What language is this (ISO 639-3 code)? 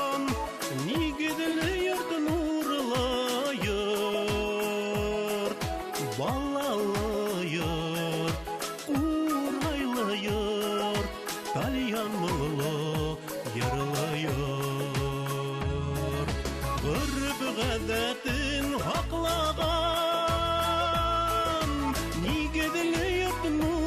bak